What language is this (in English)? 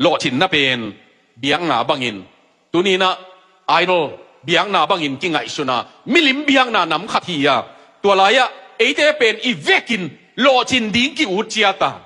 Tedim Chin